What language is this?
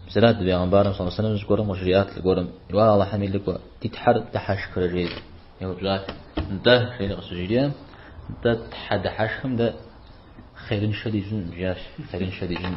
Kabardian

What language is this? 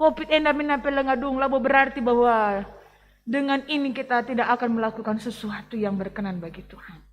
Batak Karo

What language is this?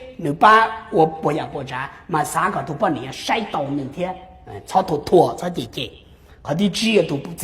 Hmong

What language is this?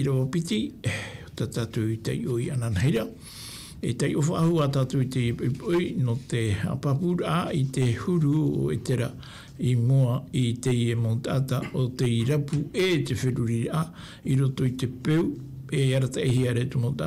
Tahitian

